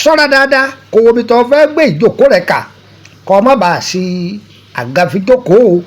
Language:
Yoruba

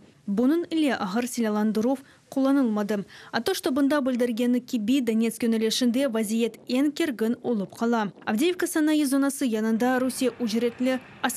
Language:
Crimean Tatar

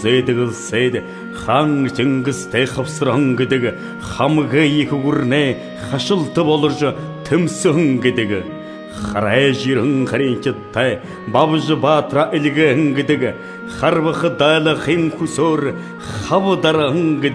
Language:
Buriat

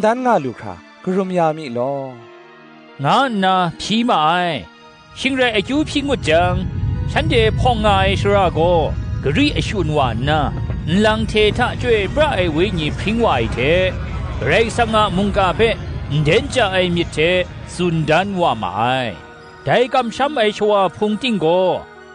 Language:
Kachin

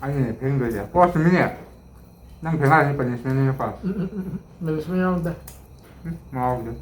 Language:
Manipuri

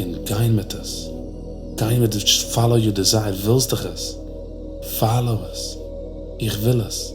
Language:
Yiddish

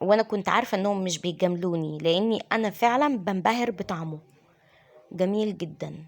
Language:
Egyptian Arabic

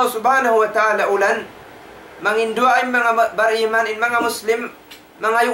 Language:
Tausug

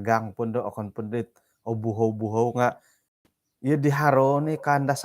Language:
Central Dusun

